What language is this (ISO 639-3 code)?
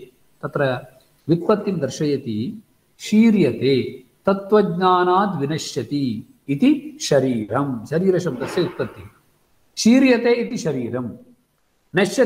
san